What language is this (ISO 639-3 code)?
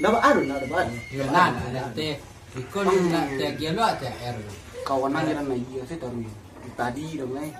min